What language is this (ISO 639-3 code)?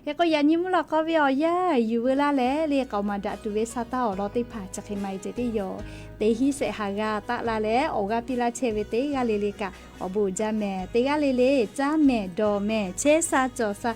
lhu